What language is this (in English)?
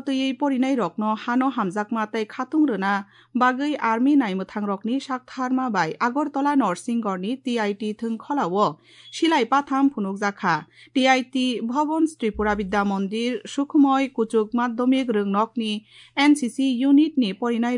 Kok Borok